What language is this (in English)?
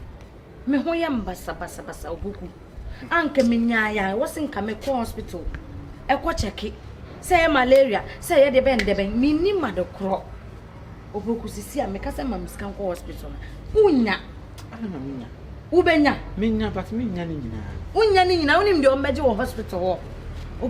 Akan